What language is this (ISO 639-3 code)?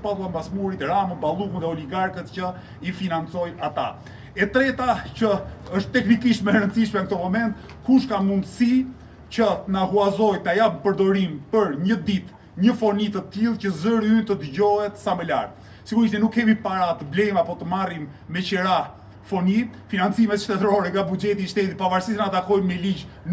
sqi